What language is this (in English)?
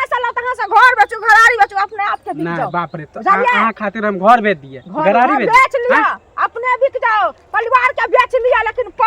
Maithili